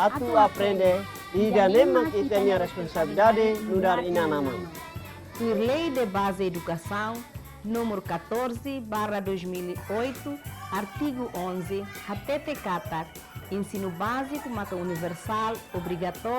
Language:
Tetum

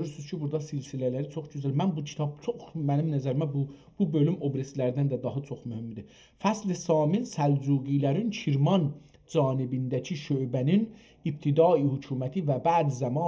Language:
South Azerbaijani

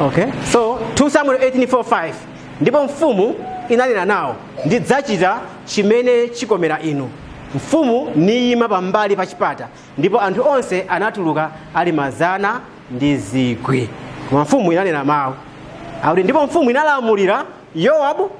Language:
Nyanja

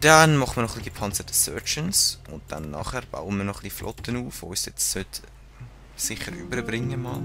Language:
Swiss German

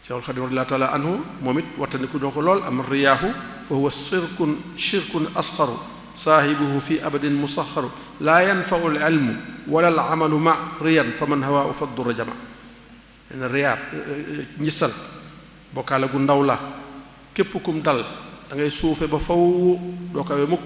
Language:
Wolof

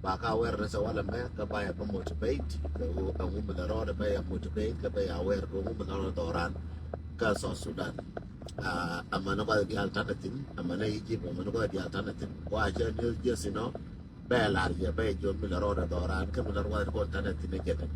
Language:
Nuer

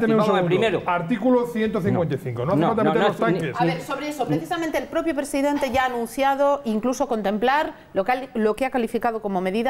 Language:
Spanish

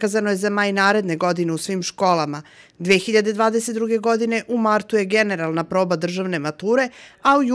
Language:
Serbian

